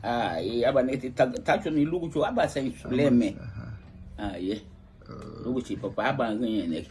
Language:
Garifuna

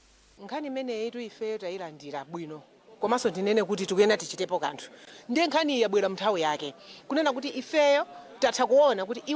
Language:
Nyanja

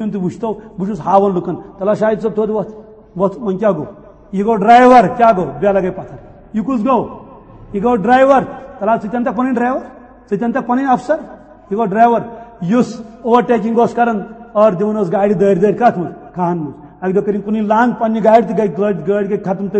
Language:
Kashmiri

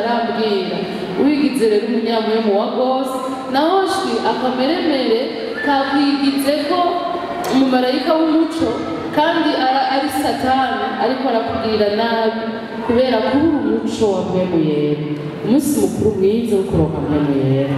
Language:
Rundi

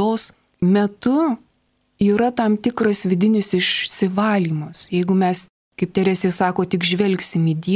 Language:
Lithuanian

